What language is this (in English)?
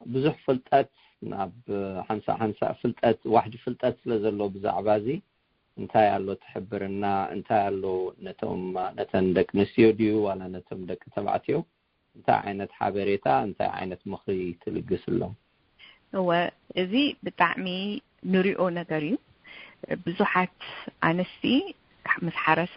Tigrinya